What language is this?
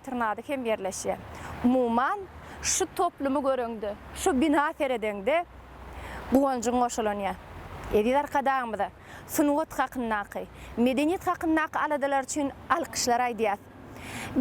Turkmen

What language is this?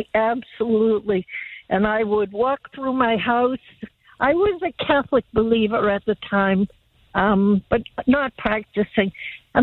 English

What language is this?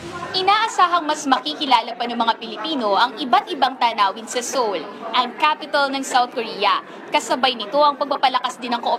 Filipino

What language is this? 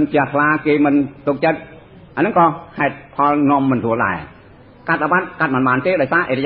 Khmer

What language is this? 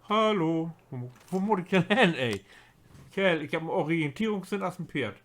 Low German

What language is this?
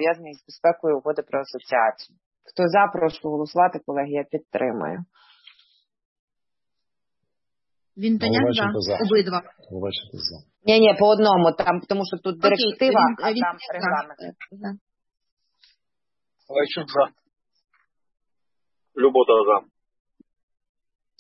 Ukrainian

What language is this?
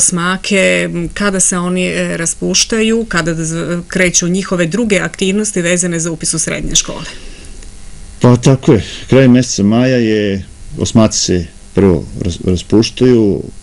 Serbian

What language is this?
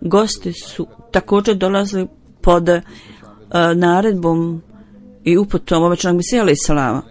Bosnian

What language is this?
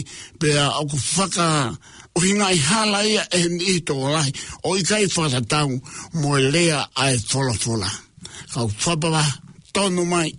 Tongan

